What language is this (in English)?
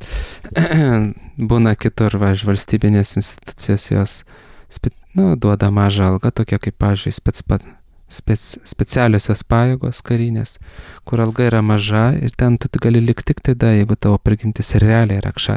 Lithuanian